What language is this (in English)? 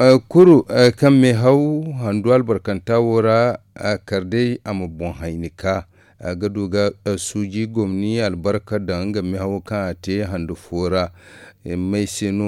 Zarma